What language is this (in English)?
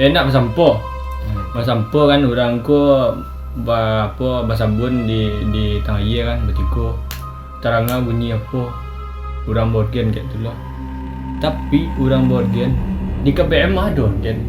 Minangkabau